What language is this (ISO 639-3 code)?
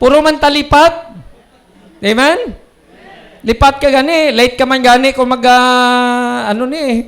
hil